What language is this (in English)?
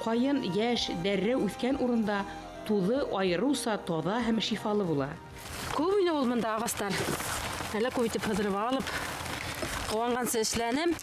Bashkir